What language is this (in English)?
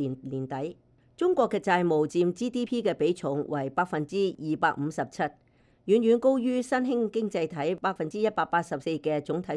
Cantonese